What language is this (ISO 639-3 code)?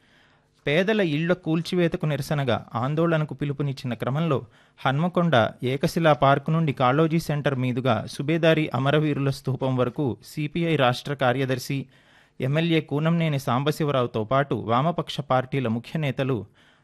tel